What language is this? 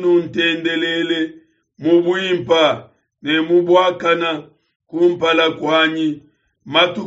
Luba-Lulua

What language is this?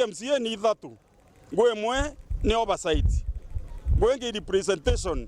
Meru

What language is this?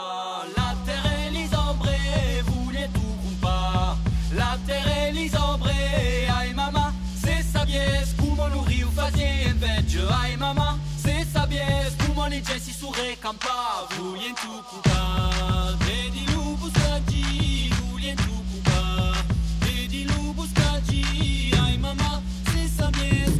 Czech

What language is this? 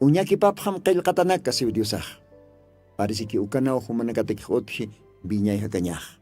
Aymara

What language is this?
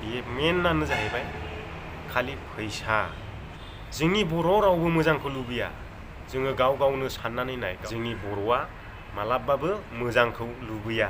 Bodo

